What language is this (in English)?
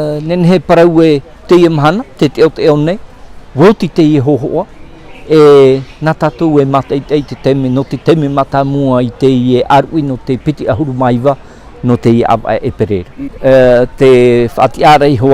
Tahitian